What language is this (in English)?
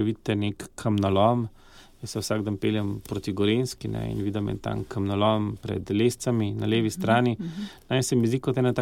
Slovenian